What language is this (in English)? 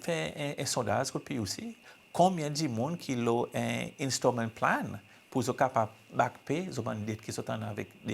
Seselwa Creole French